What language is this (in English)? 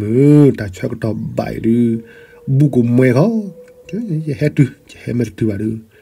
S'gaw Karen